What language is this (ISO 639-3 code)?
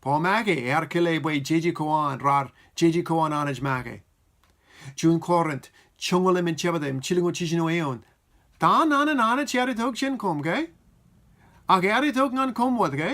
mah